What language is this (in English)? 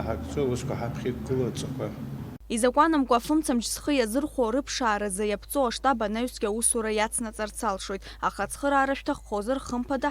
Abkhazian